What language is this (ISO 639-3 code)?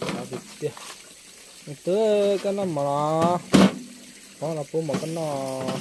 hmn